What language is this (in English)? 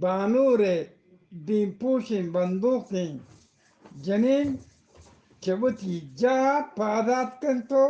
Eastern Balochi